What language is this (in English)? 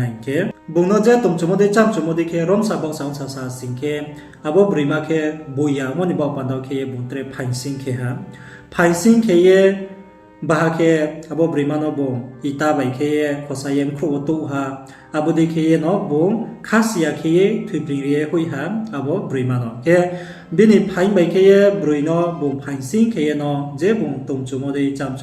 Riang (India)